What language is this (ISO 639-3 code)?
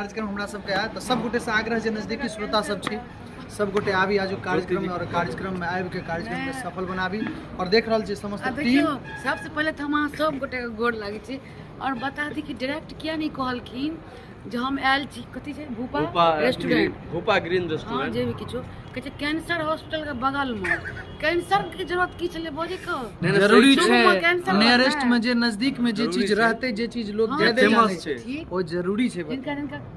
mai